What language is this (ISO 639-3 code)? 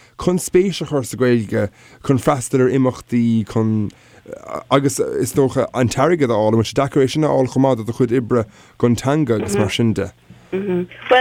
gle